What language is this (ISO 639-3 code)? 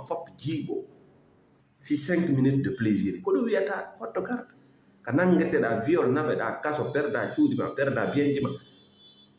ful